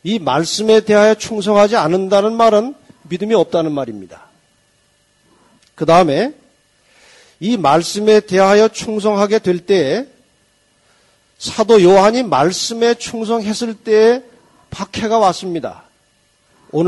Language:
Korean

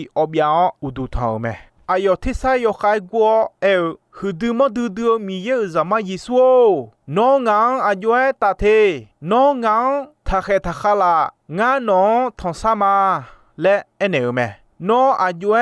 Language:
Akha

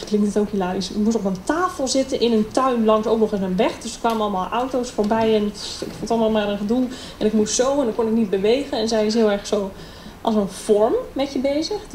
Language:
Dutch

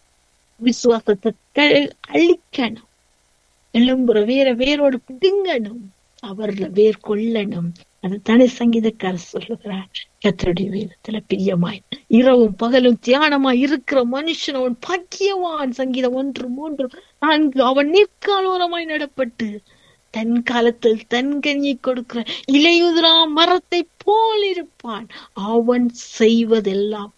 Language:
Tamil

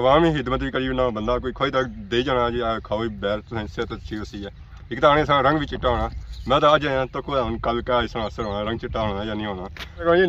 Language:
Pahari-Potwari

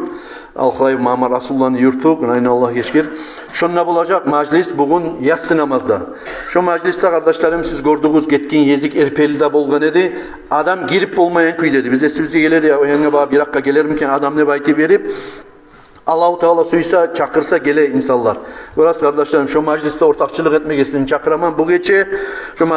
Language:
Kumyk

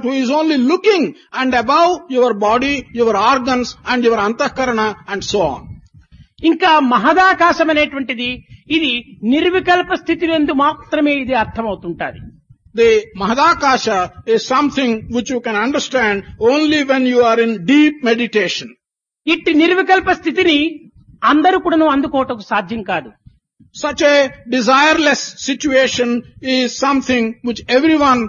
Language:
Telugu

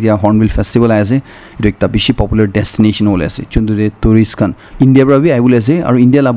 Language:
Naga Pidgin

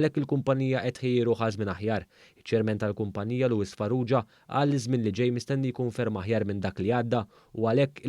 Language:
Maltese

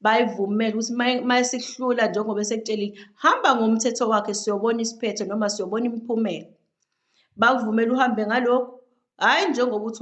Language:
Zulu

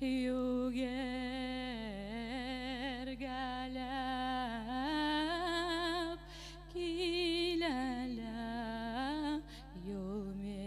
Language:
Bashkir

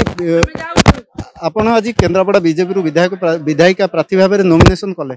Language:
Odia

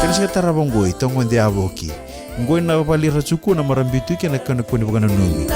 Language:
Fijian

